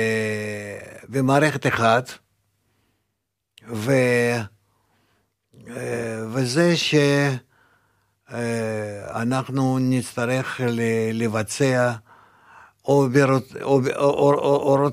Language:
Hebrew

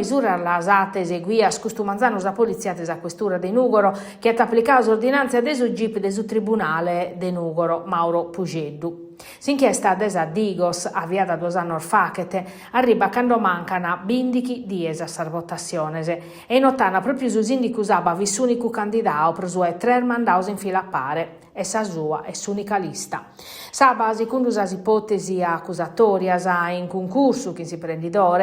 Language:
Sardinian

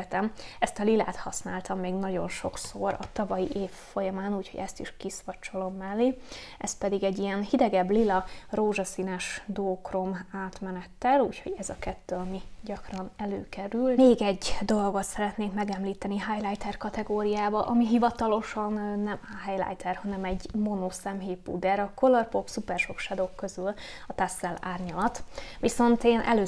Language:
Hungarian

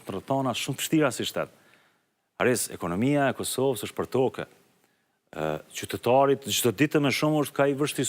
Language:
Albanian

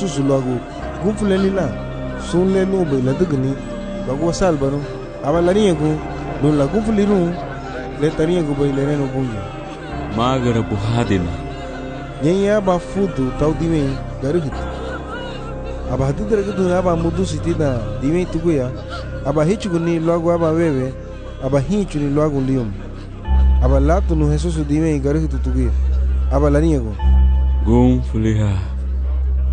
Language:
Garifuna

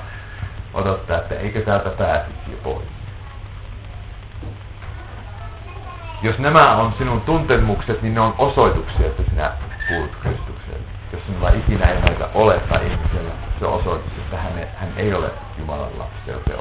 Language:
Finnish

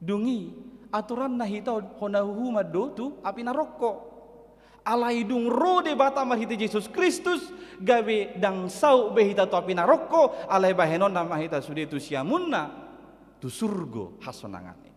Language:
Batak Toba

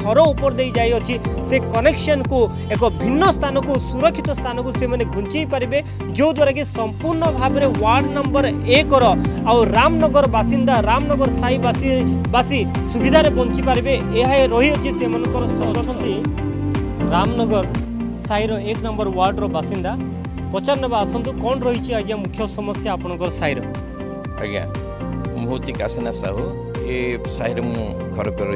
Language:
Odia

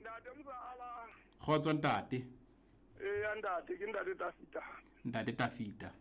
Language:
Southern Sotho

